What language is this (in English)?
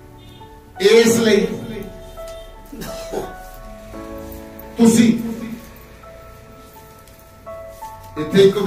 Punjabi